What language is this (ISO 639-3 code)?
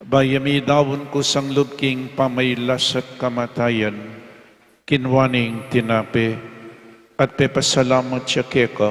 pam